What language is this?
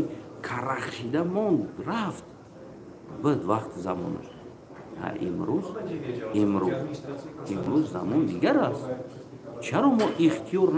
Tajik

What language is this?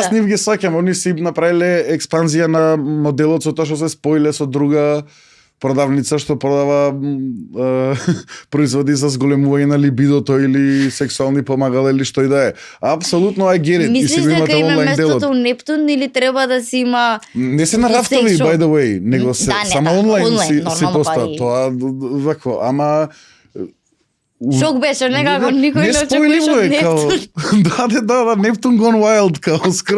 Macedonian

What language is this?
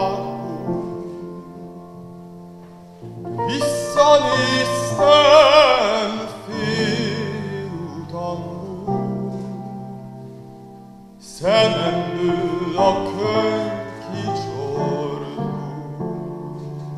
Hungarian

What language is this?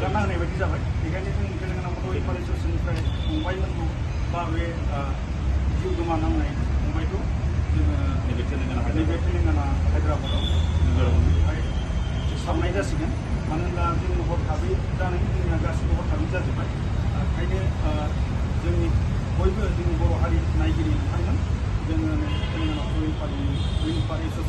Bodo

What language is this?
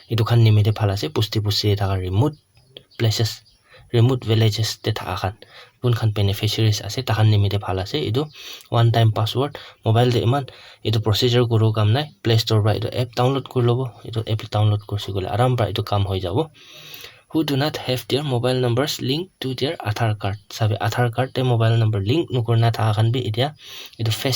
Naga Pidgin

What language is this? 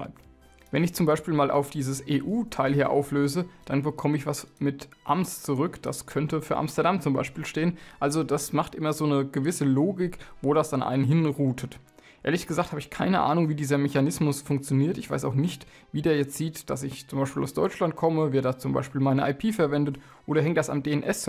German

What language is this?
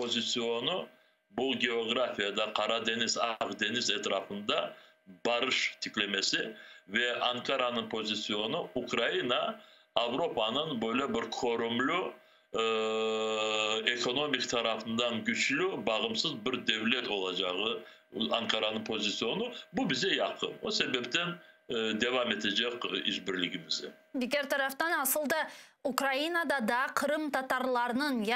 Crimean Tatar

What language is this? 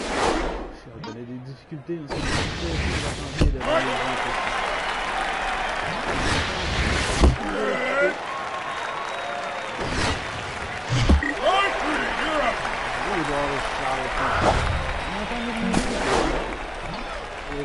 French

